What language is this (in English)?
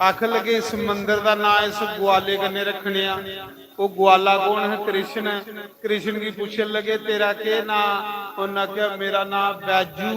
Dogri